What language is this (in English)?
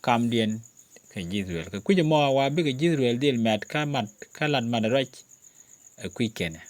Nuer